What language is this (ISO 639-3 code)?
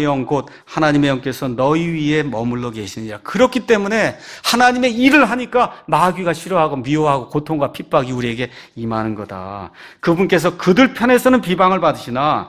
kor